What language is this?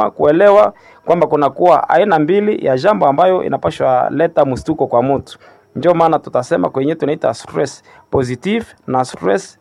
Swahili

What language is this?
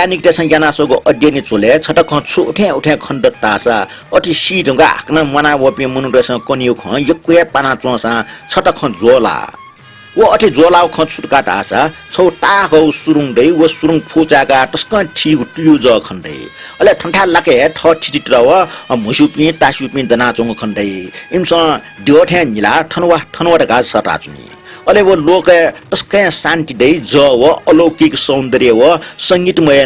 Newari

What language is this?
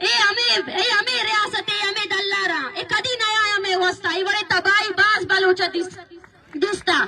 Baluchi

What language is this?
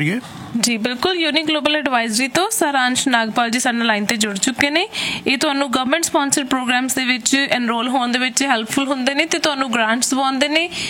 Punjabi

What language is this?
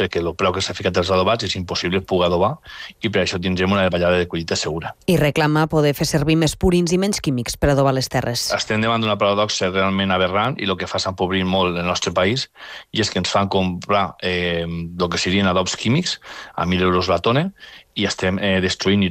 Catalan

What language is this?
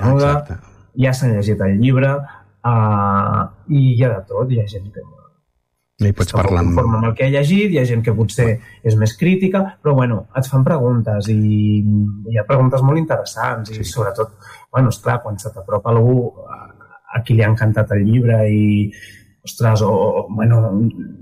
Catalan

